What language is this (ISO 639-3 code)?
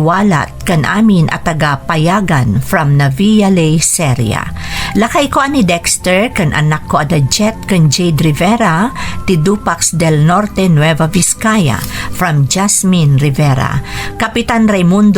ilo